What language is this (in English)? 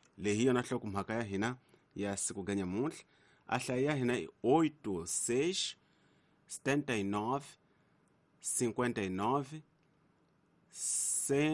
Tsonga